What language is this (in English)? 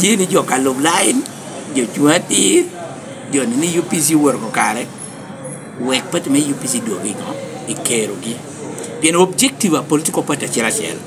Lango (Uganda)